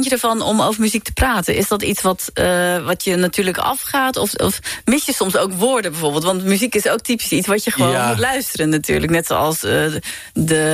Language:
Dutch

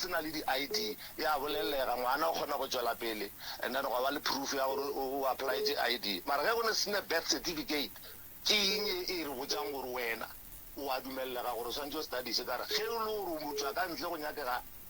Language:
Northern Sotho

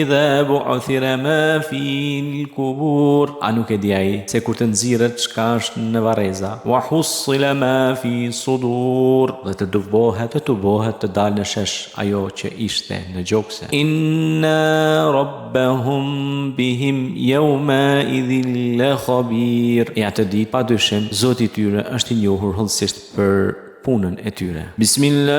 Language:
Albanian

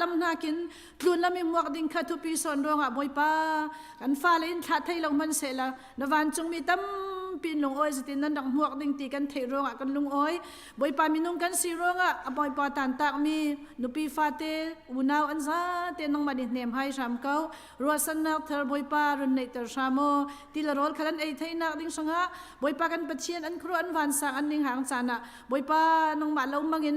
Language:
Hakha Chin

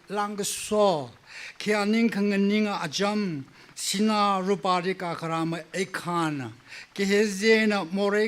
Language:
Tangkhul Naga (India)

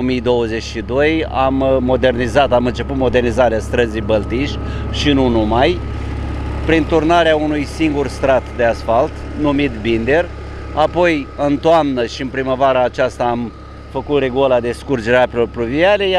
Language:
Romanian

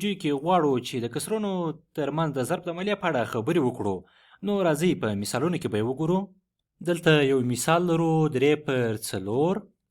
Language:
Pashto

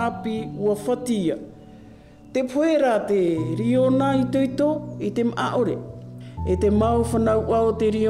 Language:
Tahitian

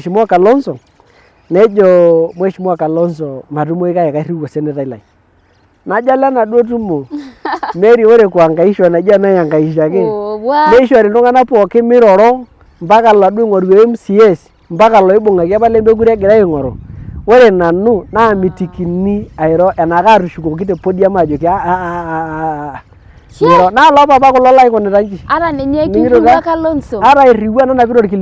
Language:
Masai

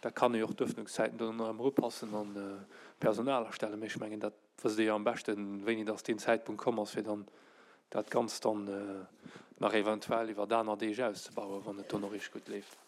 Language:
Luxembourgish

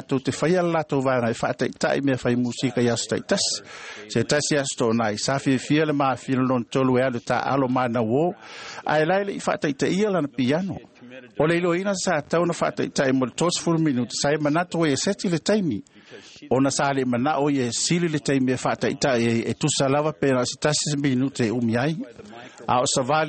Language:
Samoan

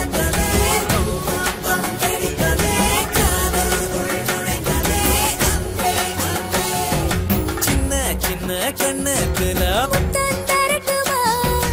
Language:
Tamil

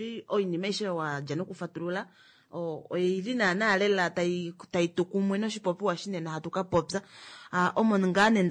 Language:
Kuanyama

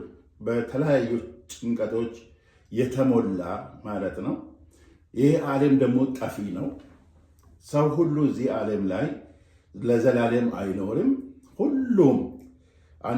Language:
Amharic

